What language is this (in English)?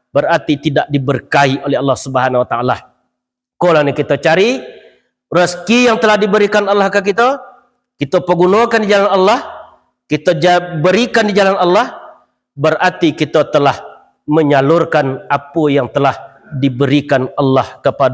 Minangkabau